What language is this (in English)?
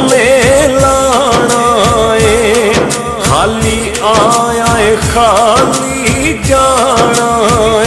Pahari-Potwari